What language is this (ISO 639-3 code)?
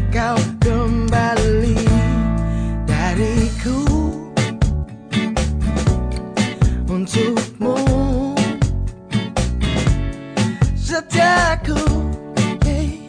ind